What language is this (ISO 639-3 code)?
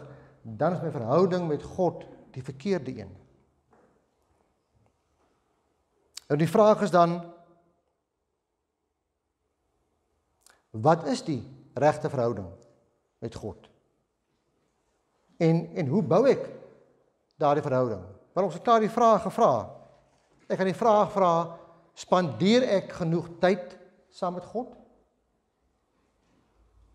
afr